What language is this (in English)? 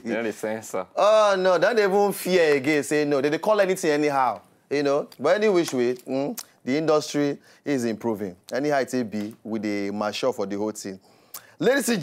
Nigerian Pidgin